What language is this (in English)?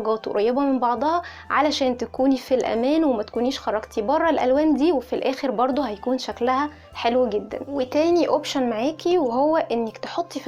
Egyptian Arabic